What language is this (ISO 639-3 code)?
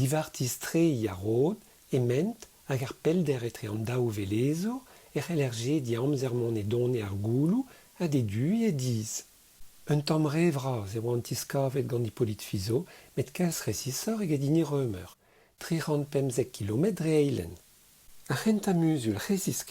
bre